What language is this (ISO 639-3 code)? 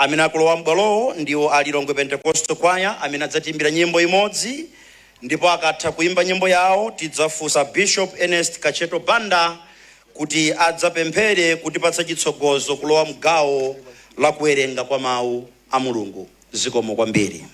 nya